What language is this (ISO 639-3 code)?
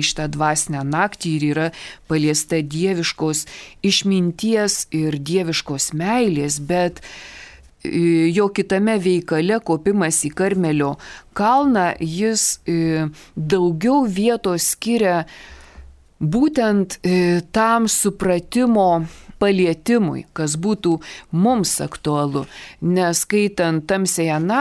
lit